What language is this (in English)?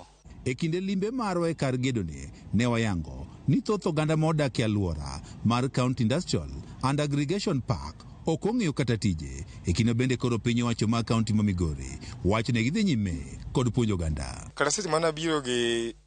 Luo (Kenya and Tanzania)